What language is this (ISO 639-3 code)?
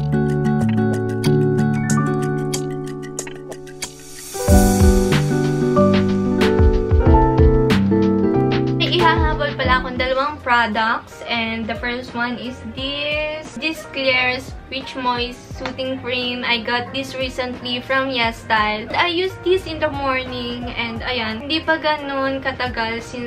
fil